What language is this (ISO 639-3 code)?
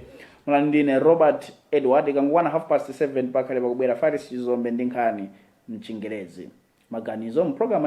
nya